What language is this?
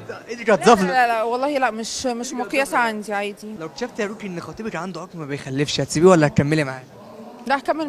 Egyptian Arabic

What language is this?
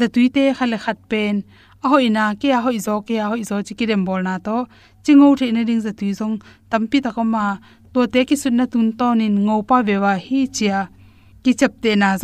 Tedim Chin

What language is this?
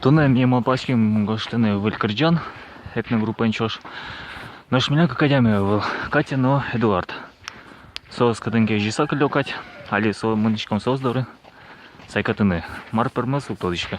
Udmurt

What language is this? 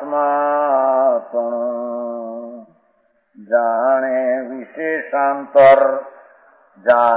Hindi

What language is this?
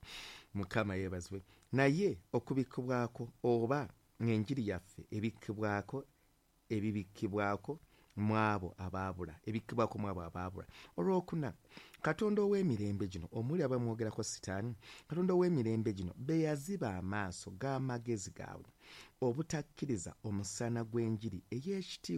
Ganda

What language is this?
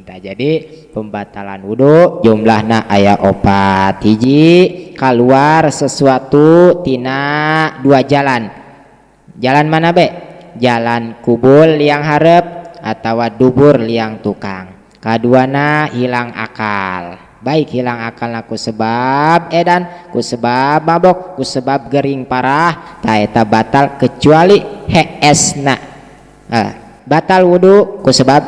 Sundanese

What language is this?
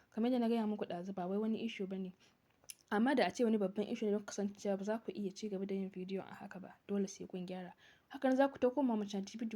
Hausa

